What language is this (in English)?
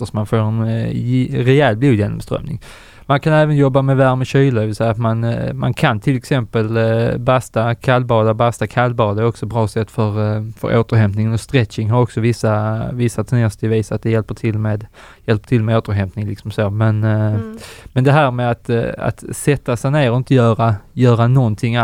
Swedish